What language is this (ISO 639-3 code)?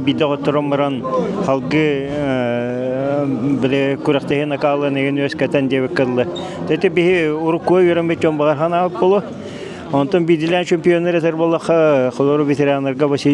sah